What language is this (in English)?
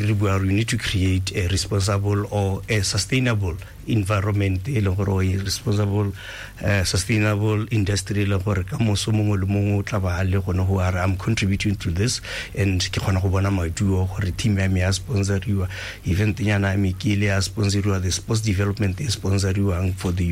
Tswana